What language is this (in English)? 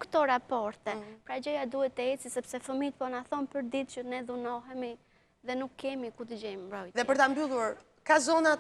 Albanian